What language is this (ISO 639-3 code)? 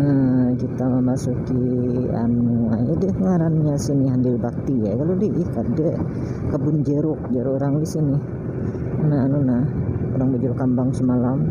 bjn